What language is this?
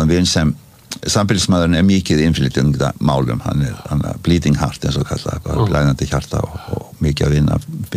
Icelandic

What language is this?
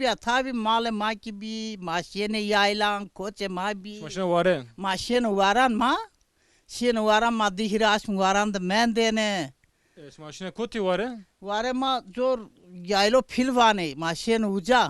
Zaza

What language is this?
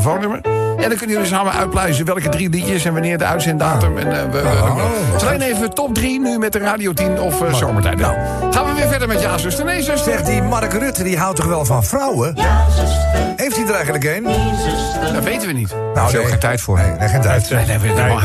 Dutch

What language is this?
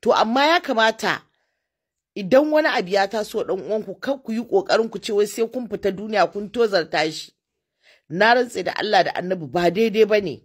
Hausa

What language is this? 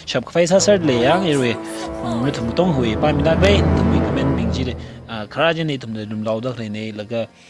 Tangkhul Naga (India)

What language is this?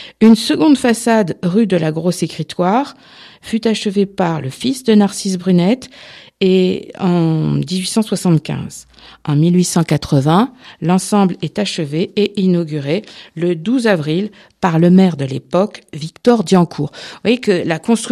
French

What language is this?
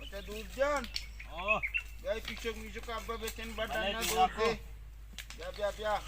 Baluchi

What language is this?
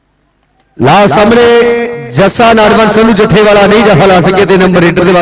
Punjabi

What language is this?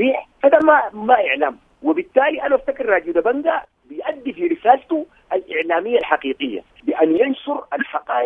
Sudanese Arabic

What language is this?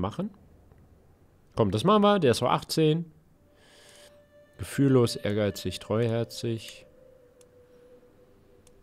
German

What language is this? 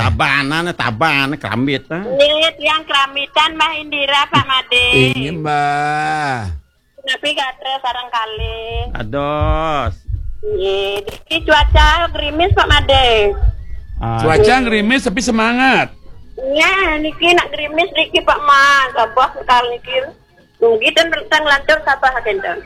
Balinese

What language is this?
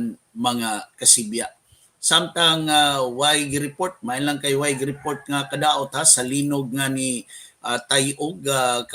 Cebuano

